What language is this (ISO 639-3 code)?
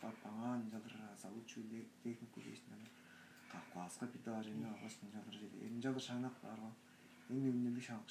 tyv